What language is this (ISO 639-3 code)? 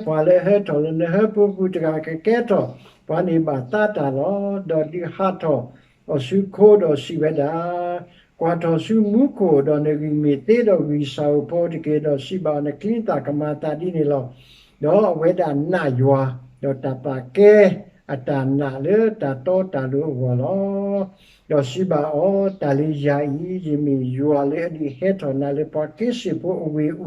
ksw